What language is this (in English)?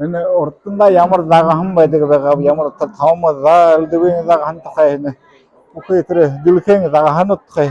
Buriat